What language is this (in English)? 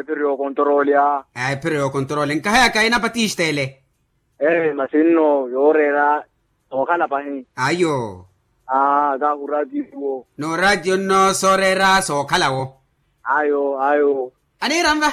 Makhuwa